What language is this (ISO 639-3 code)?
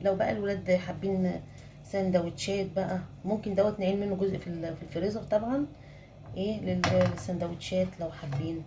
arz